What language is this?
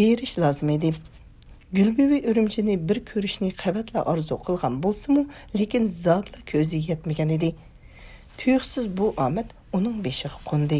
Uyghur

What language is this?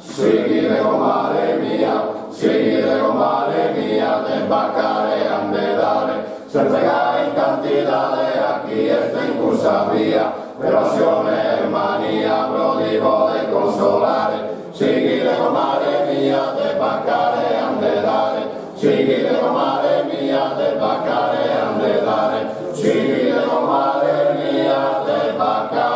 Sardinian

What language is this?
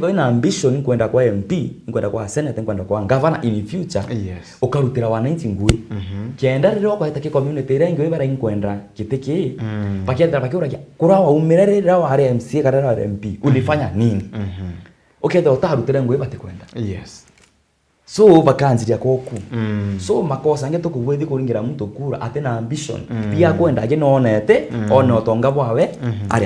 Meru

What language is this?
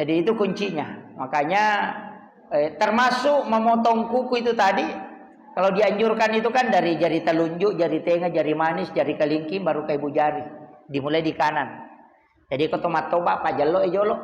Buginese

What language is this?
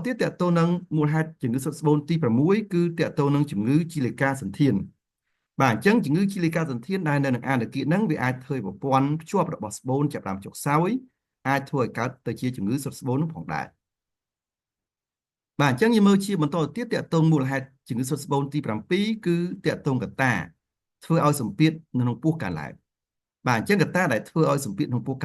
Khmer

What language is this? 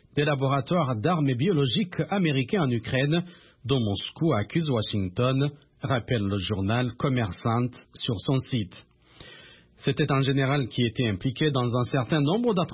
French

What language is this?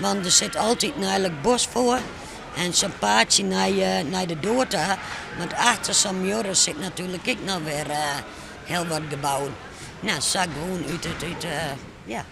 Western Frisian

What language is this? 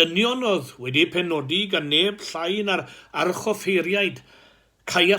Welsh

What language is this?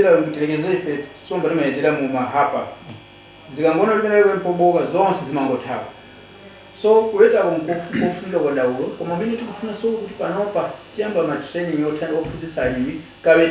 Nyanja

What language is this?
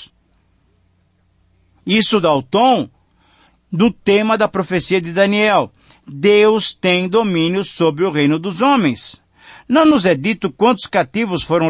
Portuguese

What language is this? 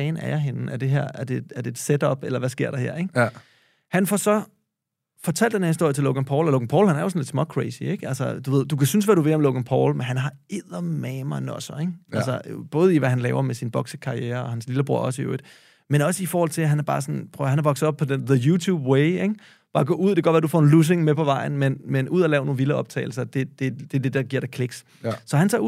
Danish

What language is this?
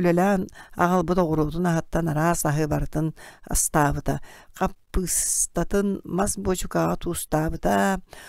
Yakut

